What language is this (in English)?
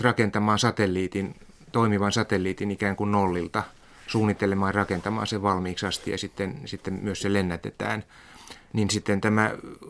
Finnish